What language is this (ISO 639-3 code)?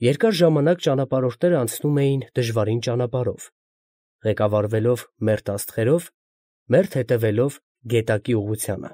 hye